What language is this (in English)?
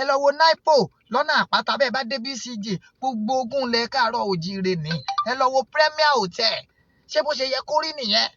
Yoruba